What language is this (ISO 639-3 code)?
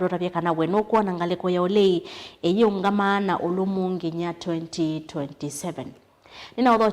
kam